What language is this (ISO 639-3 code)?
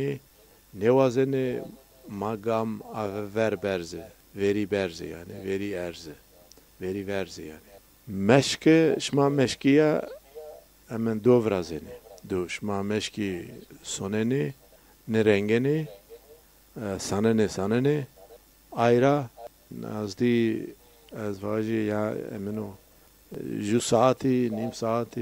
zza